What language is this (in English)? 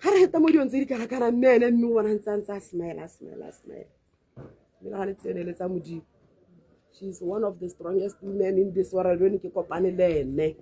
Tswana